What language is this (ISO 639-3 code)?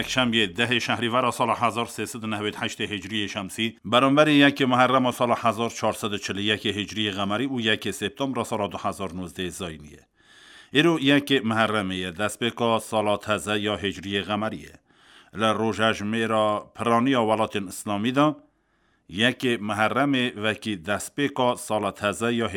kur